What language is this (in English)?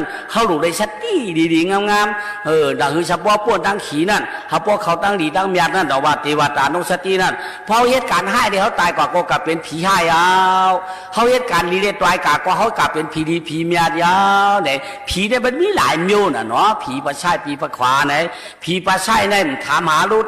Shan